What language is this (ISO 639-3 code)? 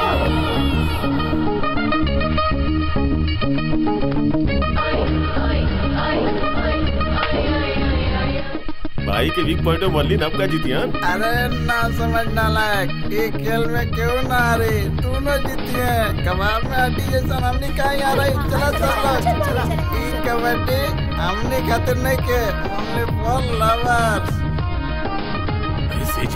bho